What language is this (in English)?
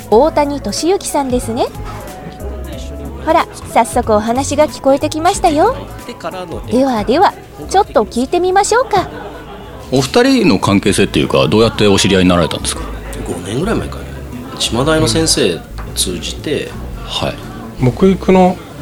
Japanese